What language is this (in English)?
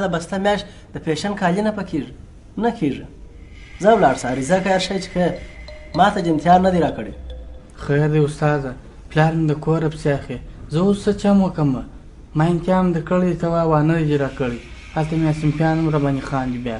Pashto